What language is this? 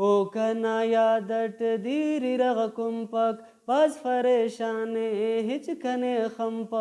Brahui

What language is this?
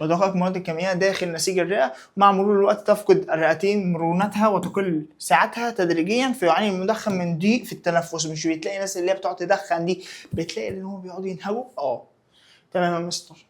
Egyptian Arabic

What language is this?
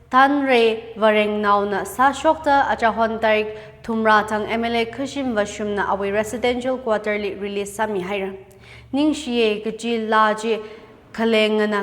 Tangkhul Naga (India)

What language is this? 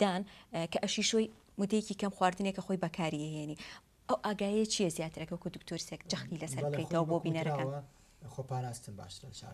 Central Kurdish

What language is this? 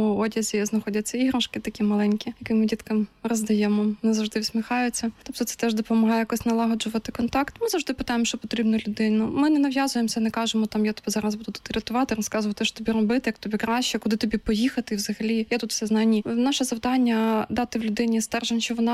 Ukrainian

